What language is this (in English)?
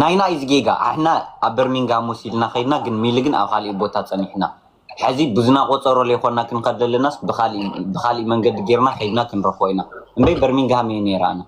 Tigrinya